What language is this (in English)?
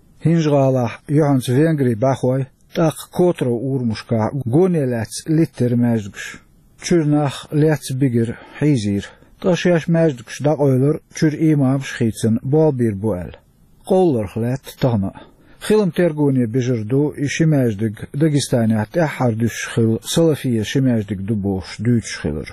Chechen